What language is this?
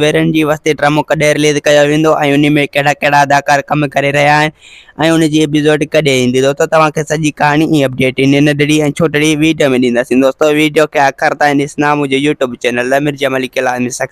Sindhi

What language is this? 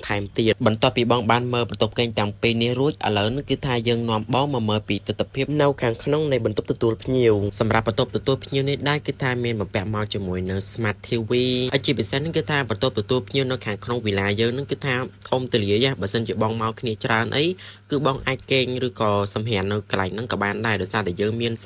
Khmer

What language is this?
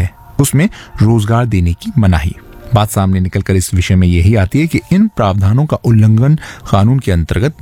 Hindi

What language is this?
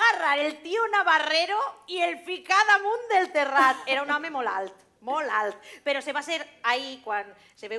Catalan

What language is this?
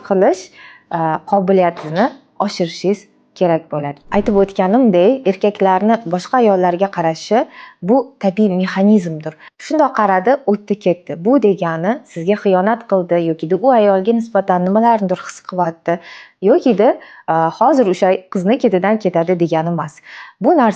Uzbek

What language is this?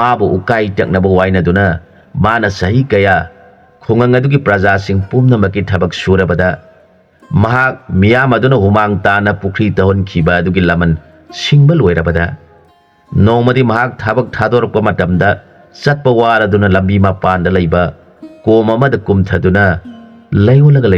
Manipuri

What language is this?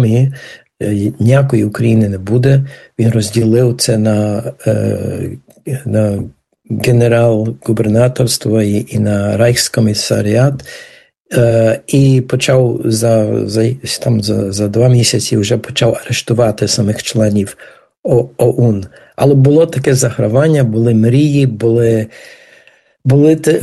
Ukrainian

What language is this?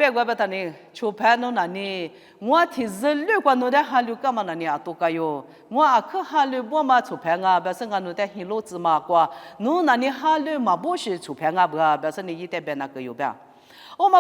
Lisu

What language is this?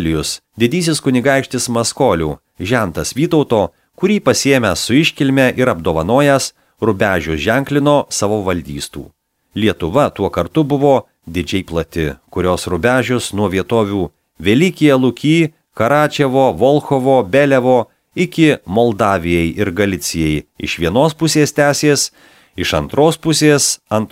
Lithuanian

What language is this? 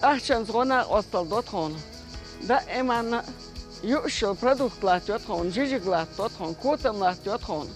Chechen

